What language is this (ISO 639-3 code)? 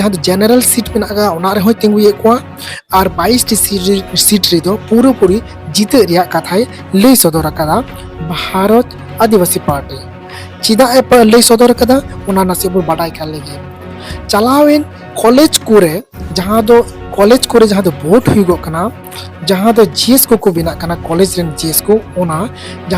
sat